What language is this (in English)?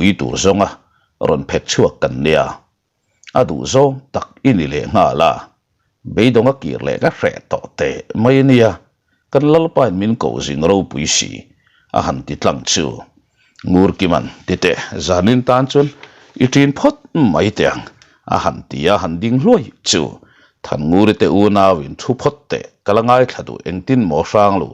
Mizo